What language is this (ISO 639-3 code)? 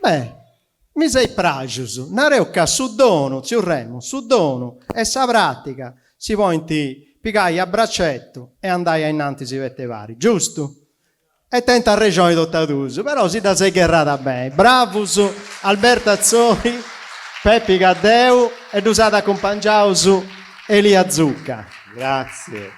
srd